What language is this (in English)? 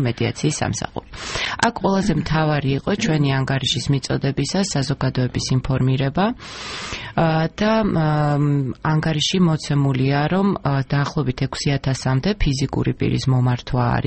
Georgian